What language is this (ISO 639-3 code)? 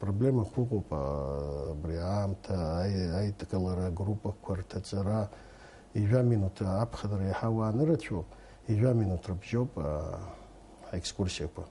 abk